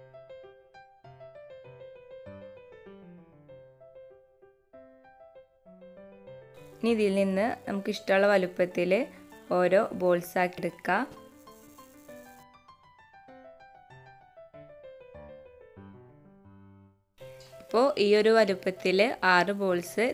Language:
Malayalam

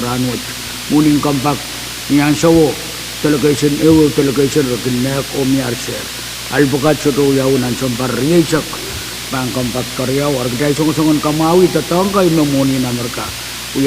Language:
Pohnpeian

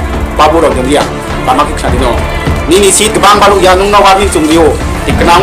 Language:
Riang (India)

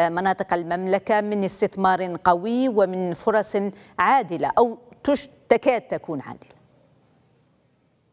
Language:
Arabic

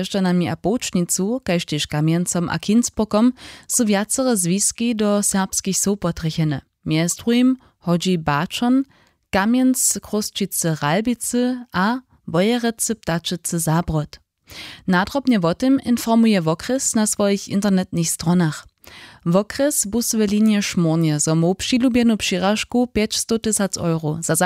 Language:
Upper Sorbian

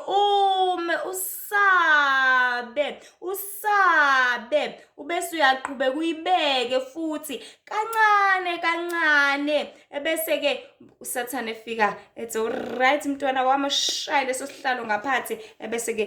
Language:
Zulu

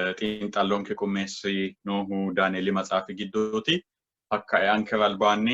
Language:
Sidamo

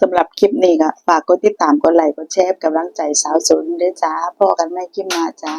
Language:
Northeastern Thai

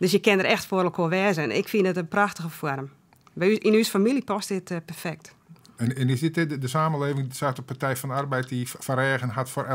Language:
Western Frisian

